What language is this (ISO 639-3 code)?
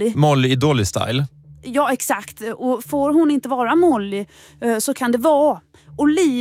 swe